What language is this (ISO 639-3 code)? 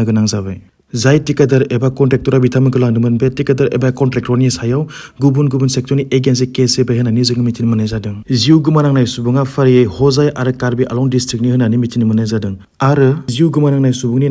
brx